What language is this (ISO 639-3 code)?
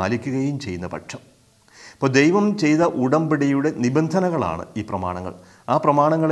mal